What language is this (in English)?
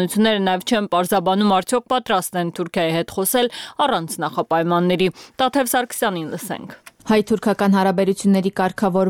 Armenian